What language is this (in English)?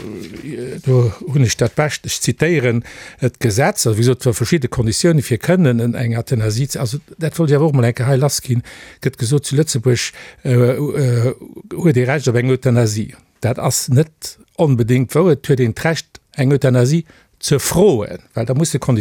Luxembourgish